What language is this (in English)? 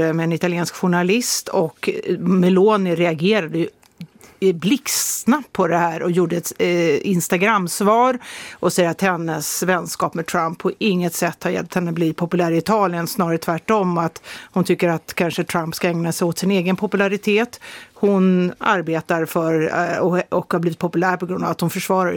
Swedish